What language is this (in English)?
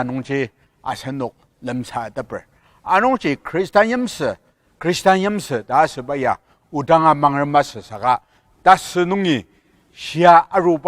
Ao Naga